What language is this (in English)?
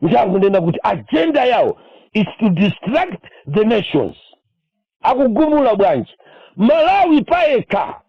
Nyanja